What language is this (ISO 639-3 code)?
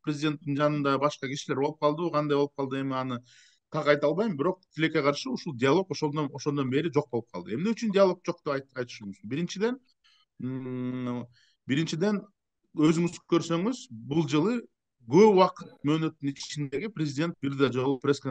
kir